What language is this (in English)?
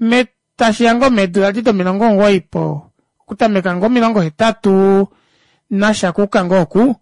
Kuanyama